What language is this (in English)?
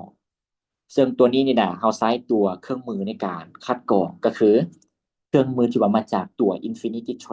Lao